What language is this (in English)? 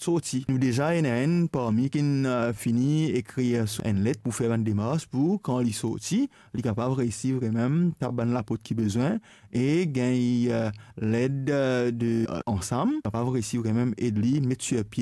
Morisyen